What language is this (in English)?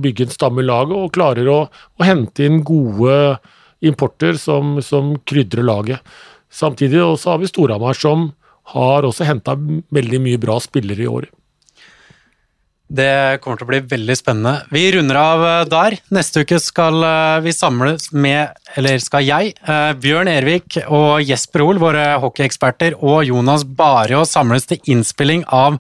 Norwegian